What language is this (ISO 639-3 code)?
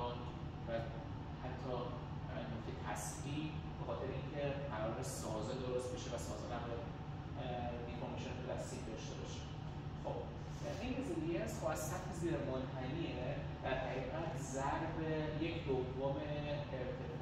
fas